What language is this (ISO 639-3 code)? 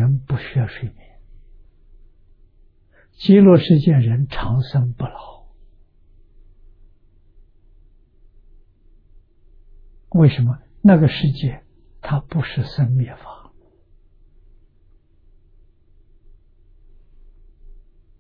zho